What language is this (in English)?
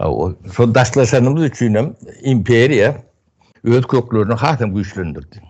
Turkmen